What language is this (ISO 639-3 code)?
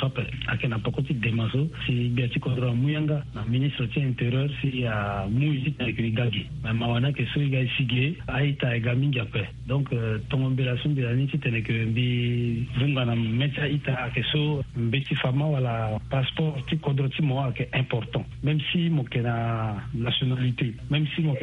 sag